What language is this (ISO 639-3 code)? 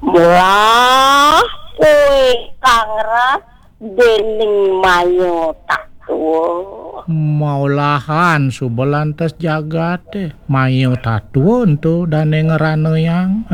ban